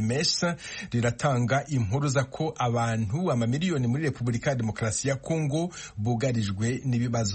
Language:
Kinyarwanda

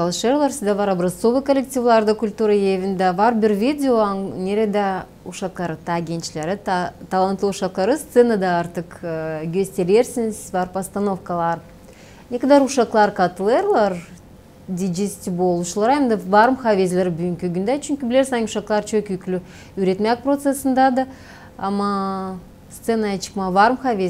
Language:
Gagauz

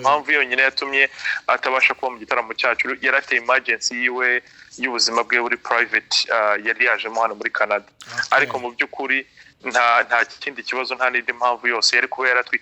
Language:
Kinyarwanda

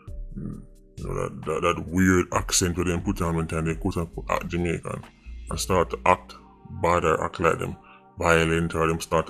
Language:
Jamaican Creole English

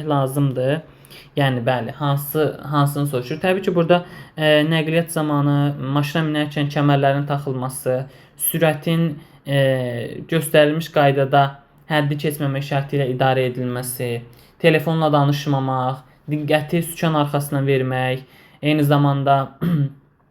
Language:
Azerbaijani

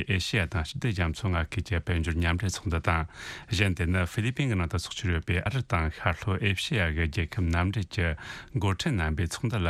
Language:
Tibetan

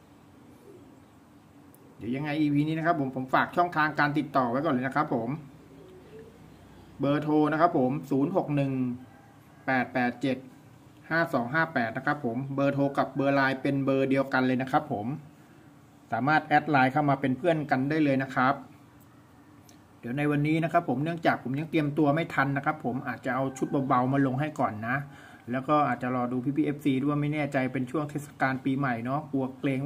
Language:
Thai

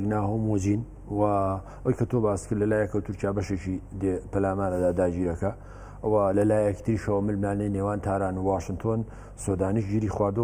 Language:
Central Kurdish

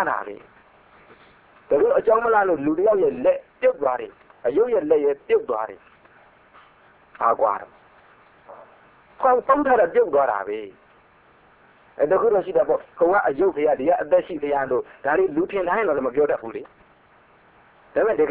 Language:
Burmese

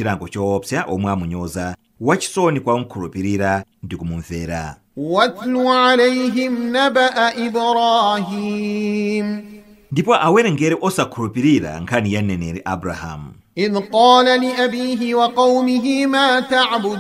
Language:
Nyanja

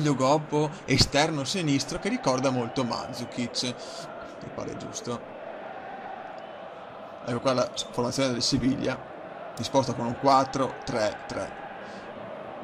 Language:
Italian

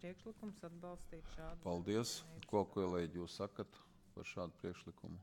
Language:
Latvian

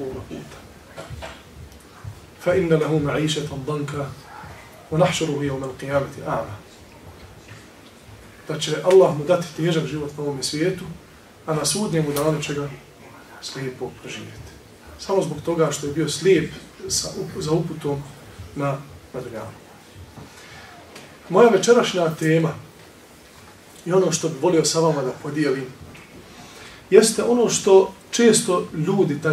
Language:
Bosnian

